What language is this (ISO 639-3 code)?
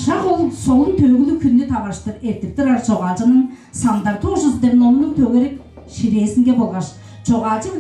tyv